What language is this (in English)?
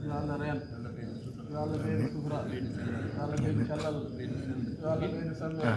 Fula